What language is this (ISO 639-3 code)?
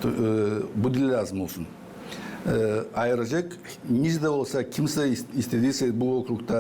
gag